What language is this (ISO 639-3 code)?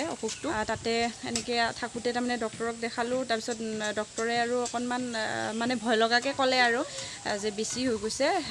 asm